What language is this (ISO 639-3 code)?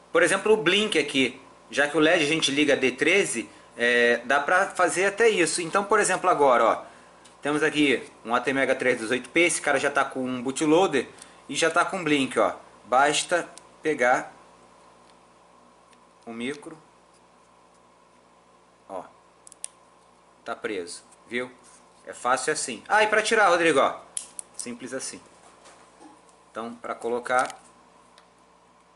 por